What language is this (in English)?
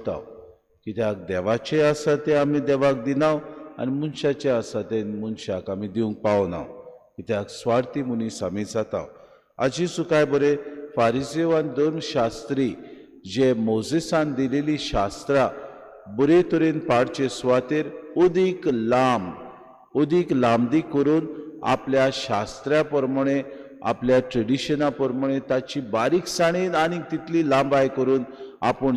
Konkani